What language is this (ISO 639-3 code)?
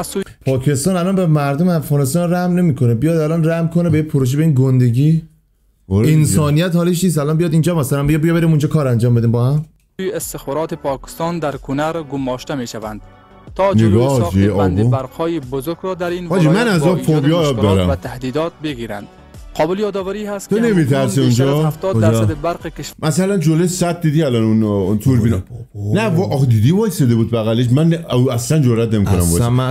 fas